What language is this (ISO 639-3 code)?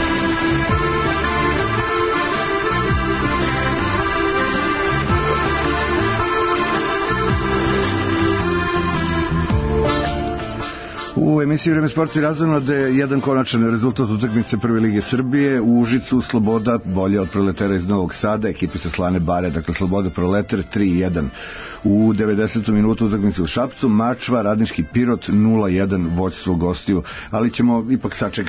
srp